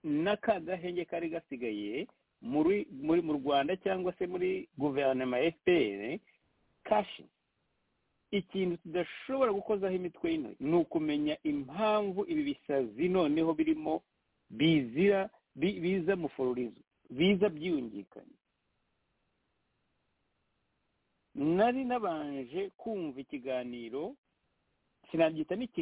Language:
Kinyarwanda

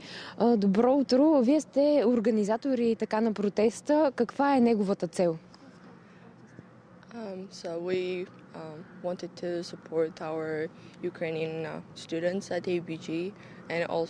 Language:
Bulgarian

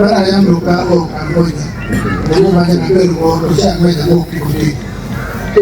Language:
Acoli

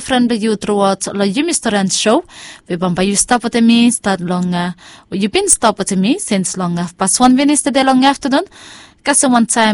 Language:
Bislama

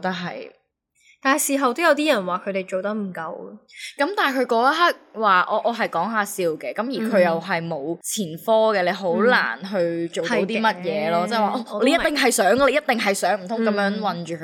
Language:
Cantonese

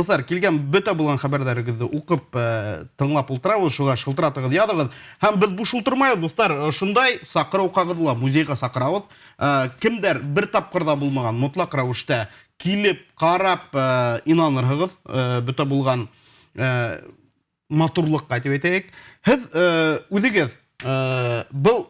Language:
Bashkir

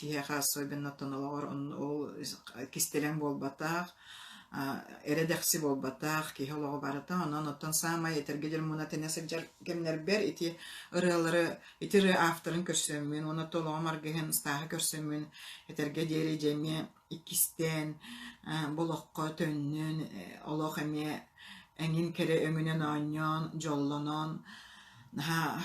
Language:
Yakut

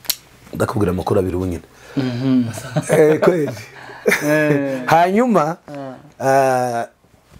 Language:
Kinyarwanda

